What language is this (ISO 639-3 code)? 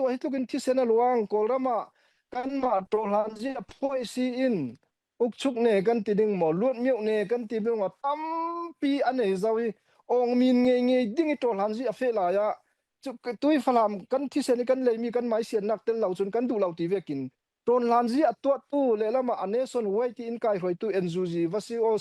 cfm